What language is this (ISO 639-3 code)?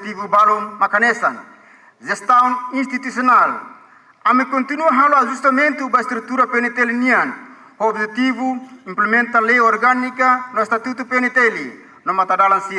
tet